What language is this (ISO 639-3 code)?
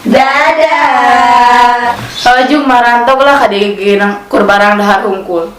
sun